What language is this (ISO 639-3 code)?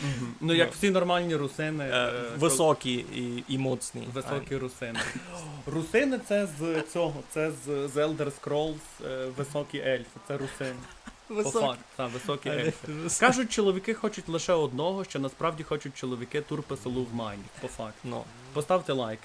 rue